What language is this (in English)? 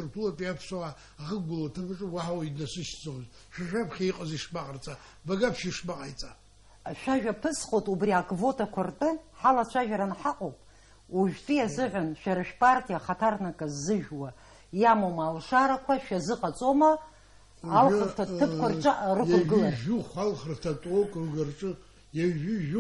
Abkhazian